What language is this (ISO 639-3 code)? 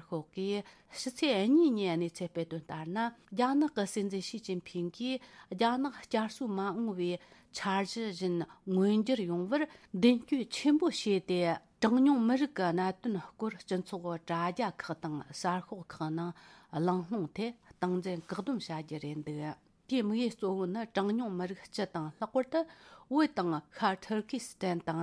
bod